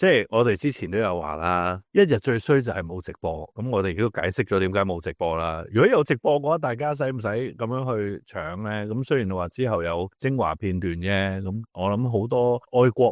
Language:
Cantonese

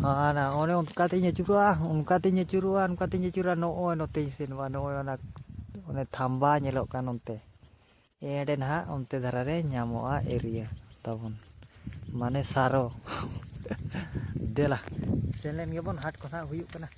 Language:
Santali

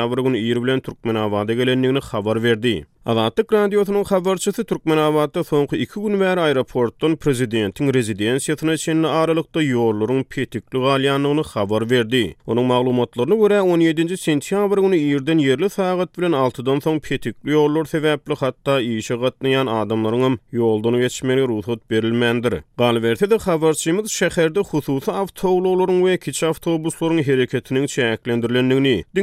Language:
Turkmen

